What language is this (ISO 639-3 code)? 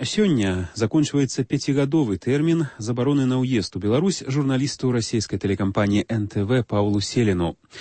bel